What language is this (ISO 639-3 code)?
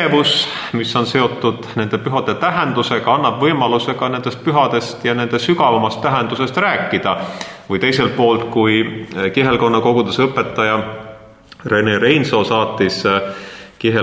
est